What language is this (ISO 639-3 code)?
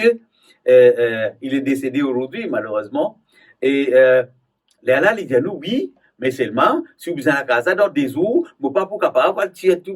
mfe